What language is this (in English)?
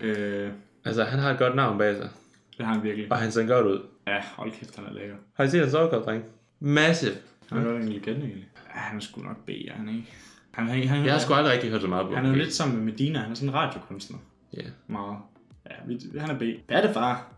Danish